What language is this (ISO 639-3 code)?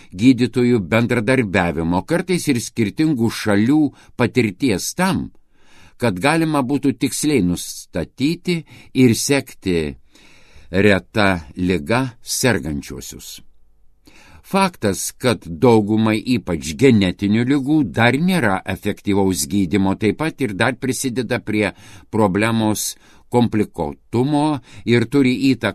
lit